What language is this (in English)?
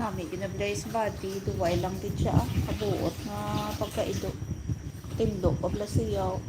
Hiligaynon